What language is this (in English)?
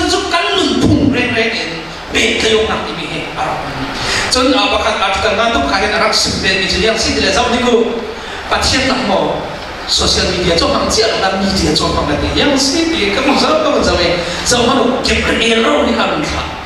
Falam Chin